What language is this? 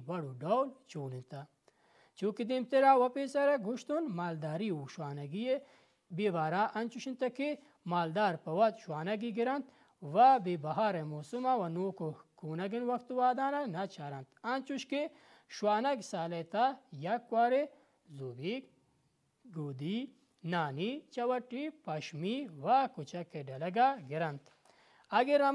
Baluchi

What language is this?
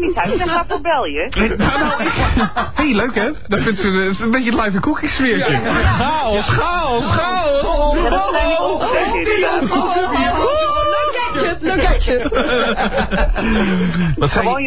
Dutch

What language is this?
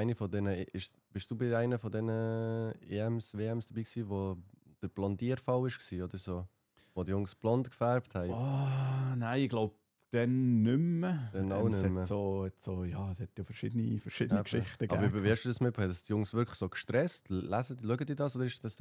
Swiss German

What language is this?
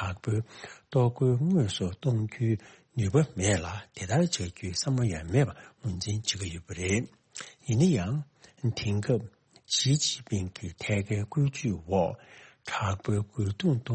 Tibetan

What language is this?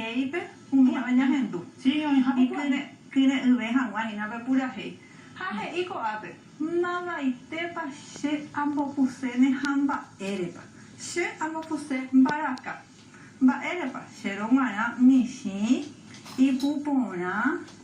Guarani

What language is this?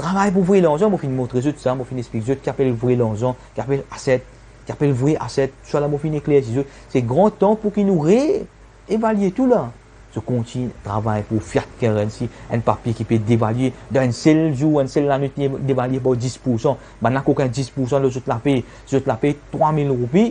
Morisyen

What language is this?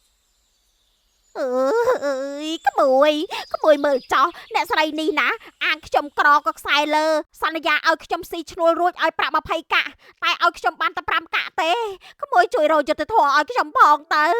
Khmer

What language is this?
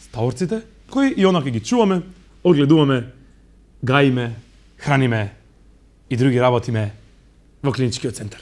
Macedonian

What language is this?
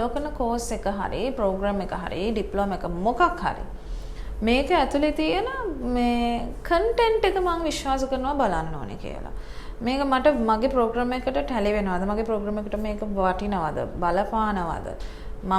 Sinhala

